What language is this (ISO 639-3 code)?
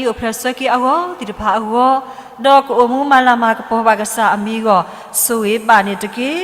ksw